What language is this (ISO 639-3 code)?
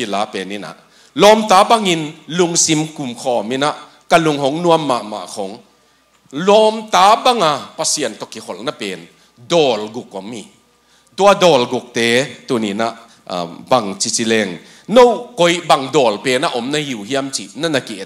ctd